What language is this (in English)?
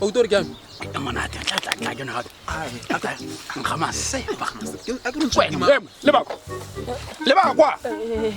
Tswana